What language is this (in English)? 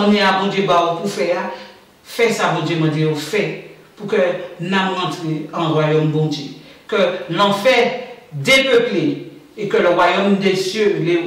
Guadeloupean Creole French